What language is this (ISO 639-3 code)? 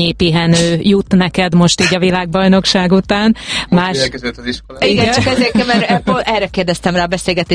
hun